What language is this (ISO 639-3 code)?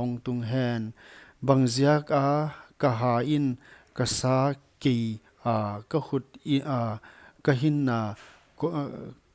pck